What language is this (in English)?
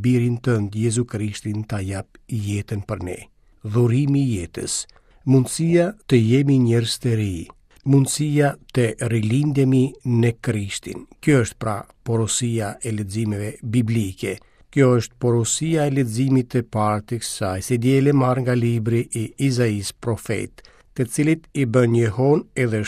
Albanian